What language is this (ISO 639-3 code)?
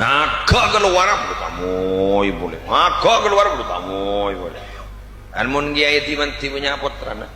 mad